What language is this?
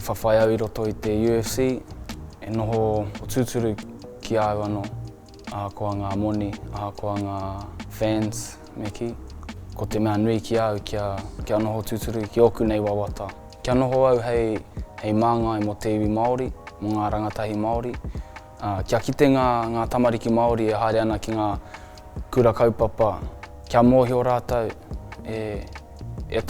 Māori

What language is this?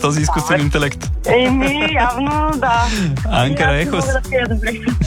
Bulgarian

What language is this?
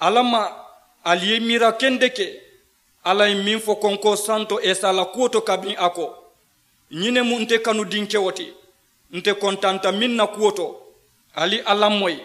Mandingo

